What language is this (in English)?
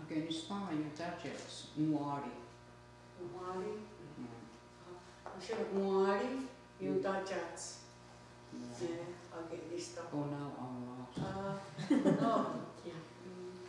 Mohawk